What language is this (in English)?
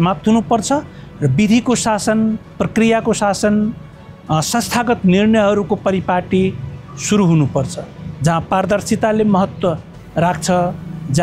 Nepali